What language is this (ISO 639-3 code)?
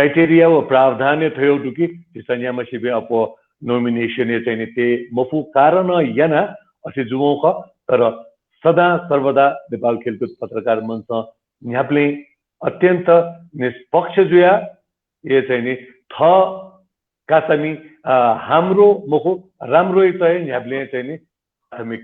new